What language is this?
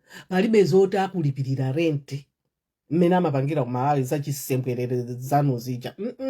Nyanja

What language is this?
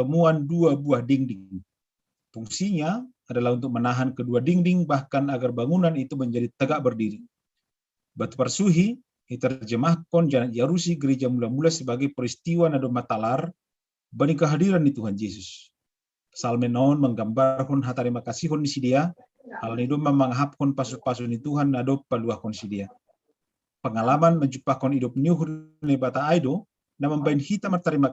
Batak Simalungun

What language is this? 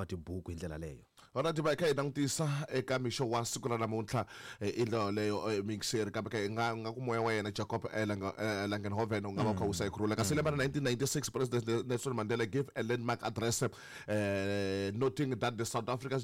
Tsonga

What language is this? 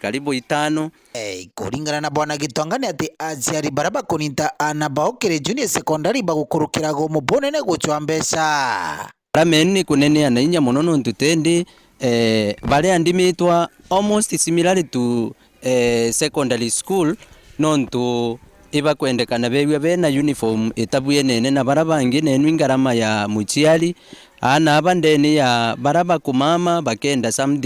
Meru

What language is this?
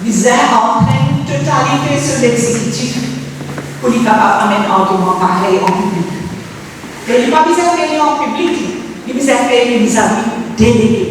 Morisyen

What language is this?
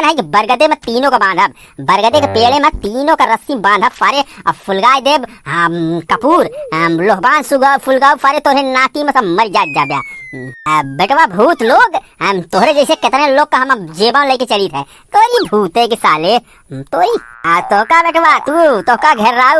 Awadhi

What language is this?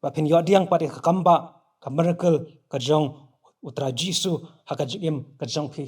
Khasi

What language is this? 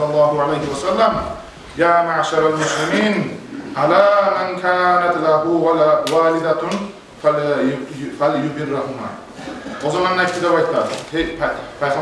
Kumyk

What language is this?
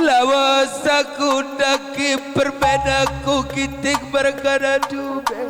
Batak Karo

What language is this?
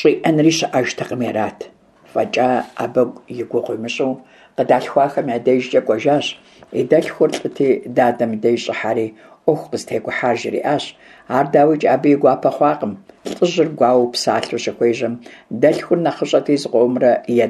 Kabardian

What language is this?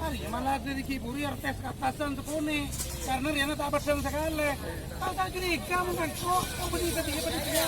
Madurese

